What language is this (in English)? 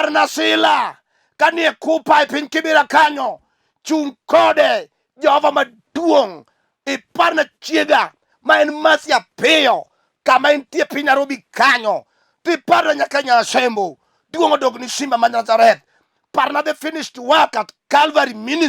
Luo (Kenya and Tanzania)